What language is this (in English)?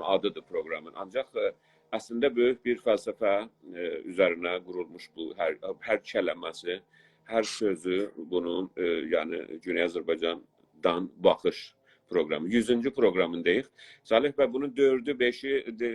South Azerbaijani